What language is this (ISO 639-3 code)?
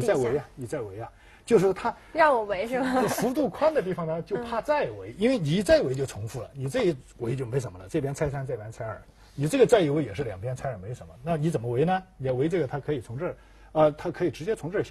zho